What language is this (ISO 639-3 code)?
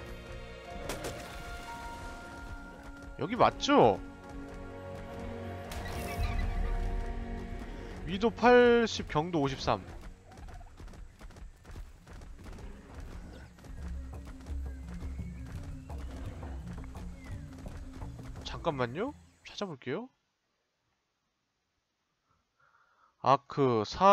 kor